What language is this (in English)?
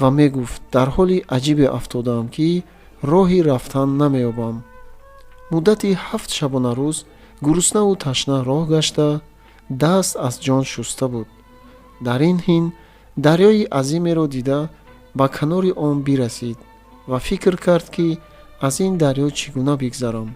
Tajik